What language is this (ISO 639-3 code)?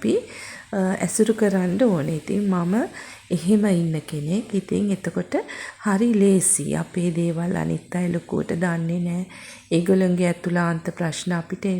sin